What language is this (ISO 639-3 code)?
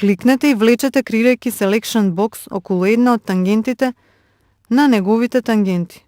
mkd